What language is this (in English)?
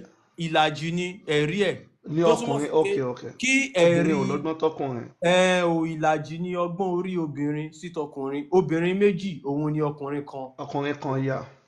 Yoruba